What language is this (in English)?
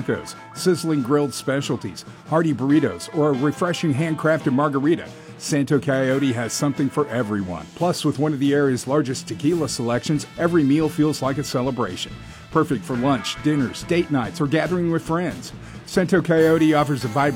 English